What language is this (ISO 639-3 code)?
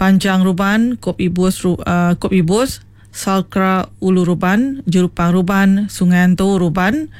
iba